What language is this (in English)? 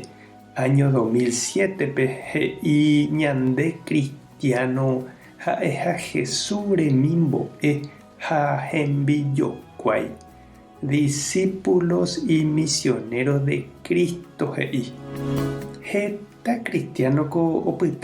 Guarani